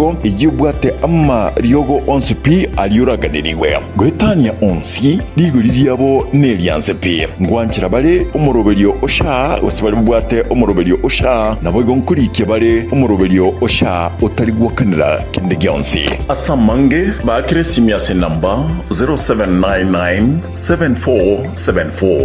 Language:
Gusii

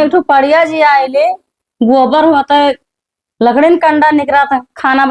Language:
Awadhi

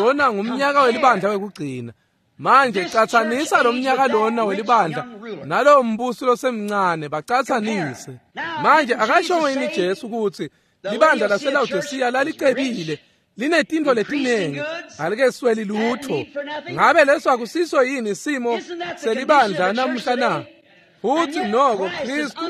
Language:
Swati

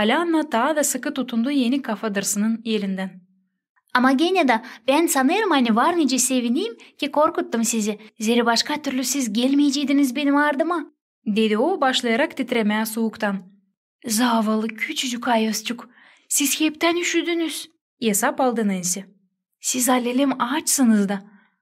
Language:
Gagauz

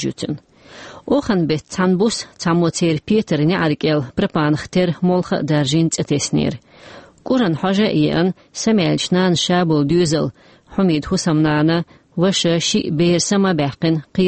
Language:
Chechen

